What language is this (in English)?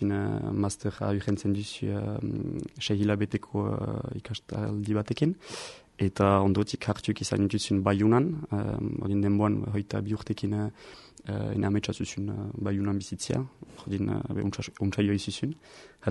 Basque